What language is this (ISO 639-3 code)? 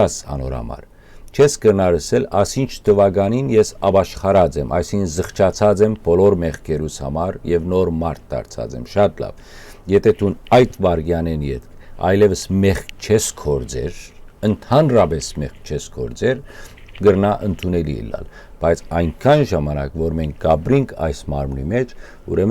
hyw